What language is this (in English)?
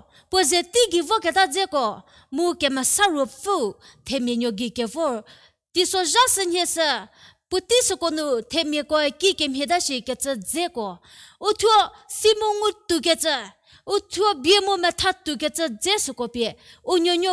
Angami Naga